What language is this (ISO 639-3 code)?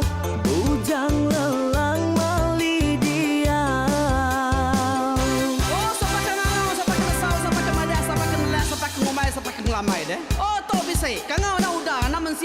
iba